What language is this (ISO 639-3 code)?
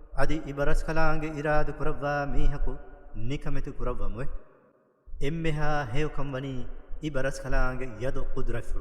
div